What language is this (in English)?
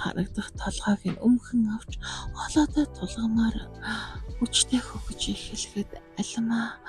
Mongolian